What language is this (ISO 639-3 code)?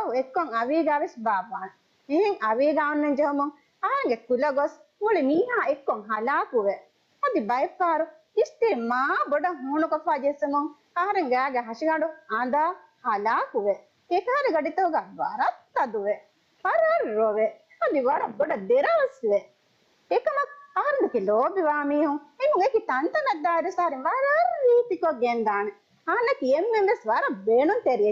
div